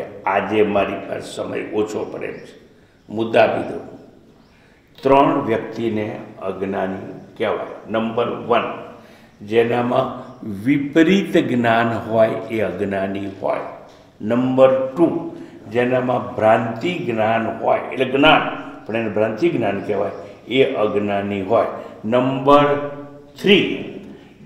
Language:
Gujarati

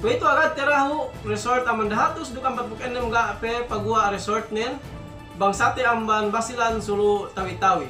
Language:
Yakan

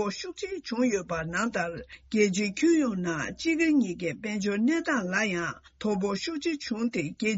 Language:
Tibetan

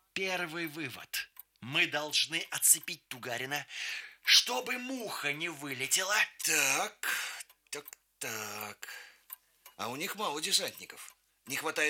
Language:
Russian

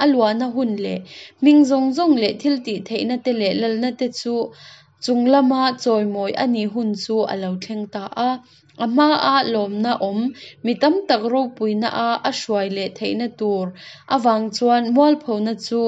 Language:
Hakha Chin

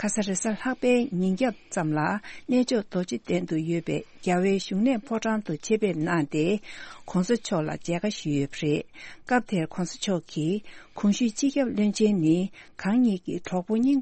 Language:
Tibetan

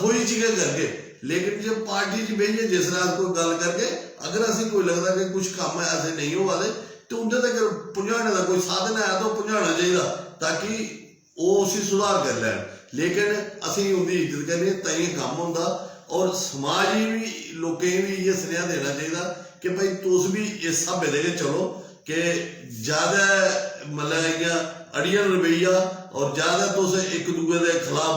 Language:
Dogri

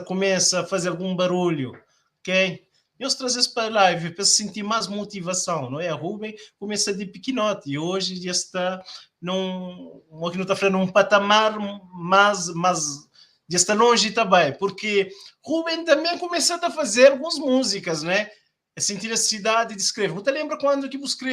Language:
Kabuverdianu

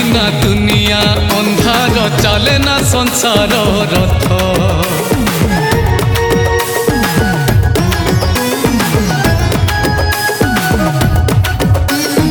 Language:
Hindi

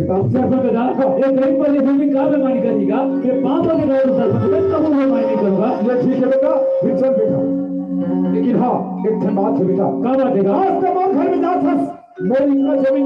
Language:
Chhattisgarhi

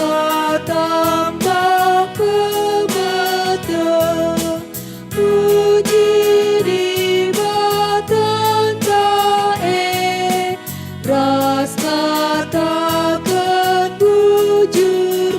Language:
Batak Karo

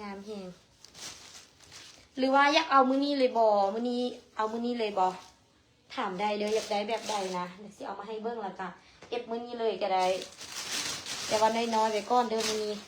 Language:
Lao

